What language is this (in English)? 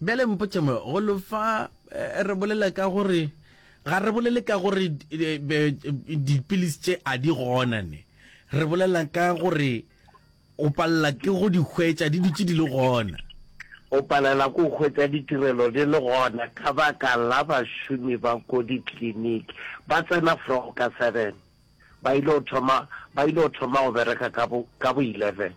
Northern Sotho